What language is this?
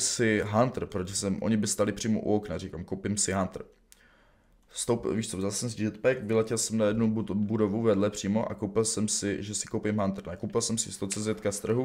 Czech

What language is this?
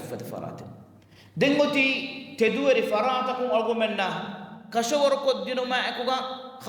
Divehi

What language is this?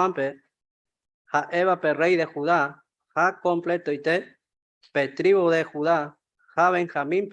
Guarani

